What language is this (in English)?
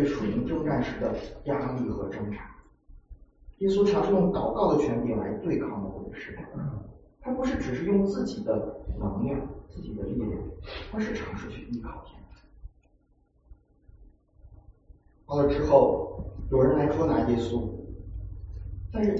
Chinese